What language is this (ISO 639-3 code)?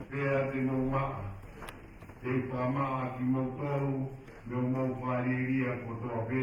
ton